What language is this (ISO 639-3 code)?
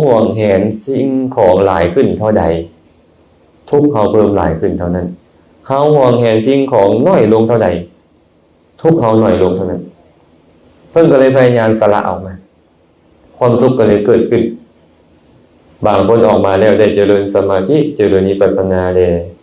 lao